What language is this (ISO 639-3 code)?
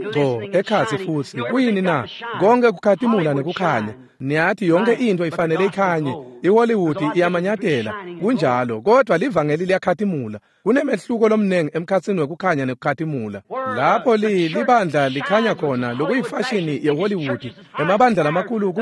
ssw